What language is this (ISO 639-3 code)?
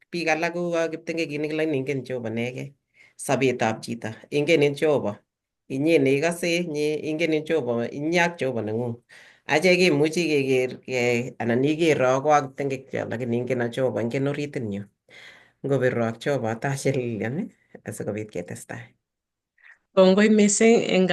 kln